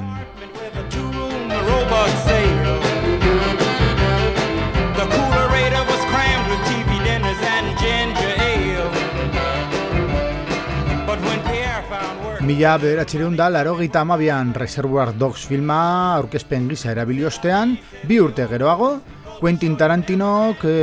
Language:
Basque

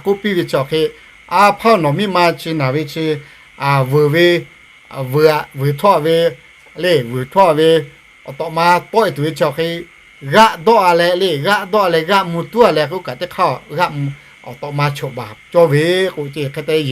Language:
Lahu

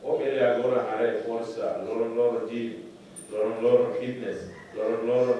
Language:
Tetum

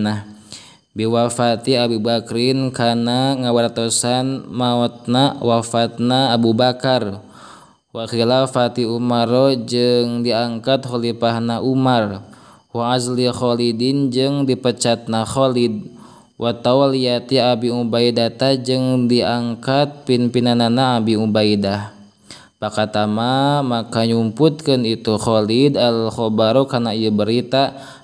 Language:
Sundanese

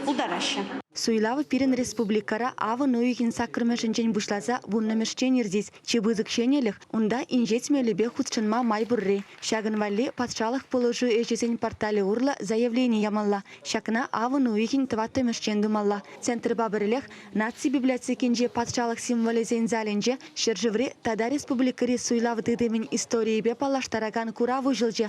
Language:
Chuvash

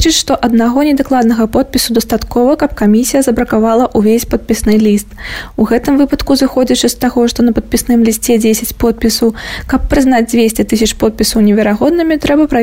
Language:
Belarusian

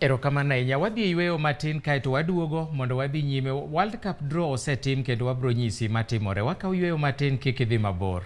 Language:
Luo (Kenya and Tanzania)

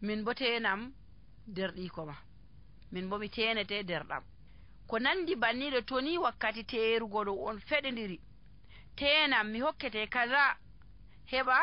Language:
Nigerian Fulfulde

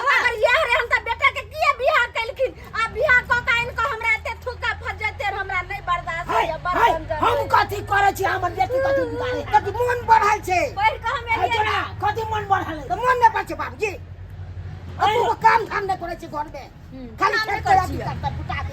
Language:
Maithili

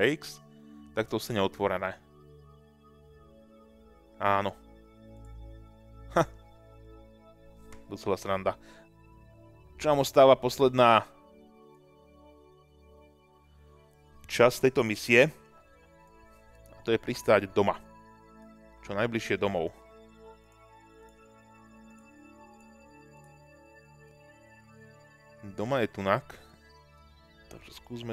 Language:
Slovak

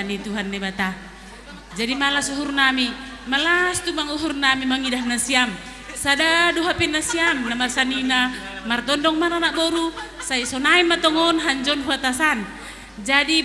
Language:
Batak Simalungun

